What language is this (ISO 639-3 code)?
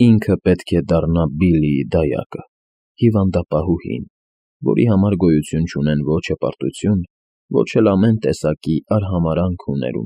hye